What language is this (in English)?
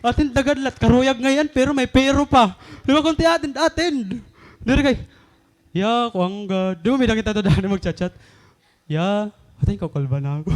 Waray